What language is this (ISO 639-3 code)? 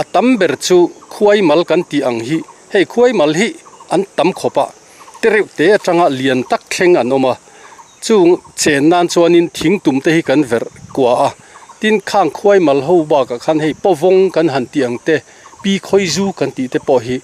lus